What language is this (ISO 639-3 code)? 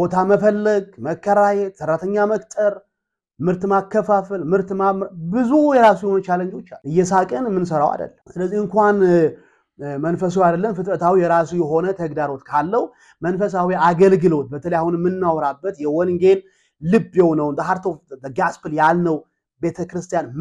amh